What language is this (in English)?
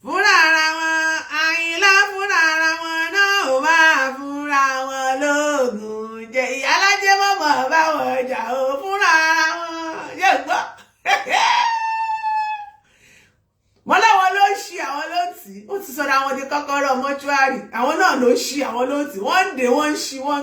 Yoruba